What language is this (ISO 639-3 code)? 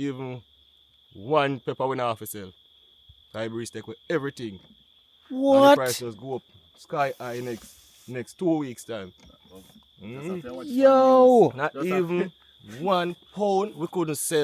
jam